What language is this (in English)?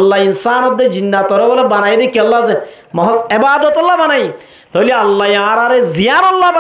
Rohingya